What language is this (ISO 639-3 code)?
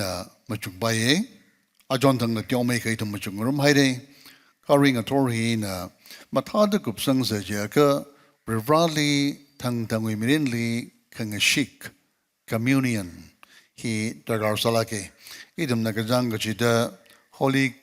nmf